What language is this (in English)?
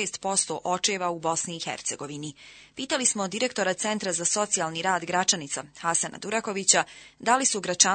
Bosnian